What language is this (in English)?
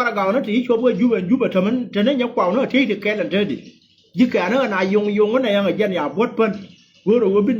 Nuer